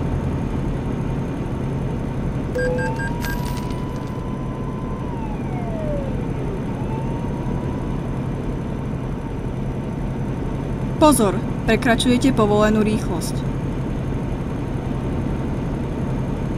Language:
Slovak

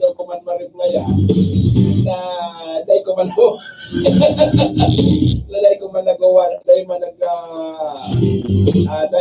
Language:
Bikol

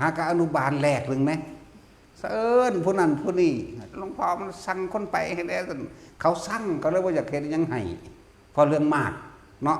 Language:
Northeastern Thai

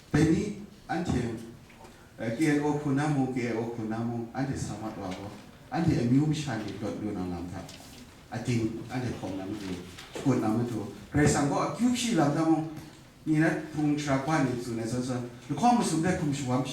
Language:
Kachin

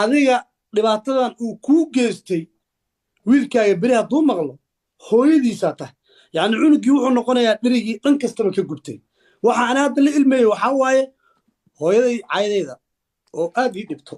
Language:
Somali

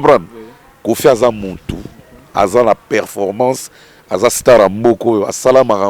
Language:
Lingala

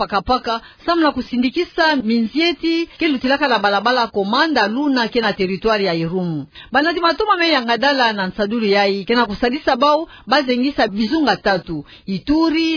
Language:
Kituba (Democratic Republic of Congo)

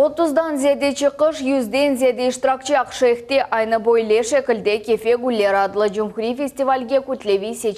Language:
Crimean Tatar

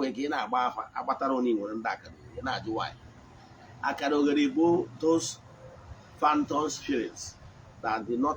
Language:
Igbo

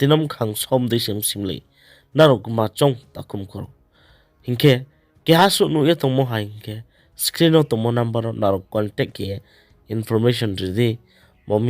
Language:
Riang (India)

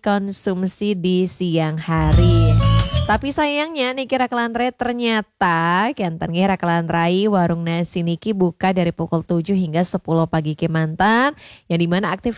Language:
Balinese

